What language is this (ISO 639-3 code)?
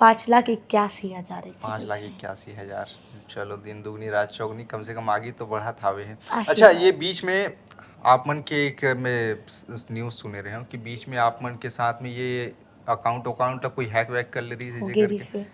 hne